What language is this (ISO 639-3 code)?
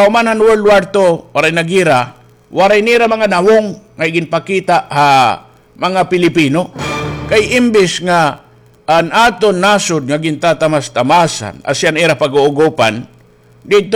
war